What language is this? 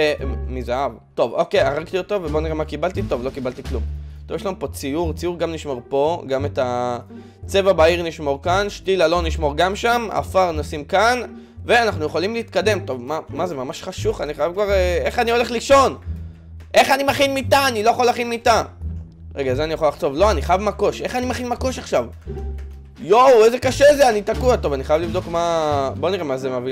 Hebrew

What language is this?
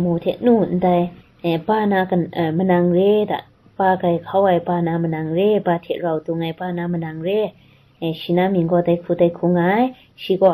Kachin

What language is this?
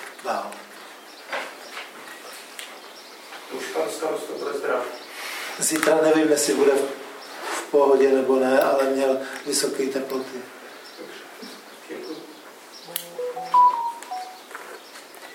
Czech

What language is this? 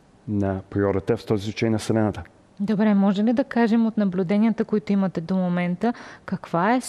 Bulgarian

